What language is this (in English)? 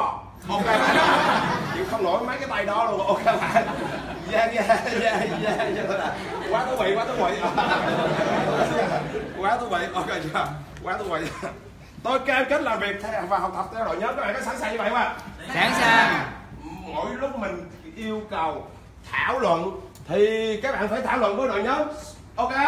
Vietnamese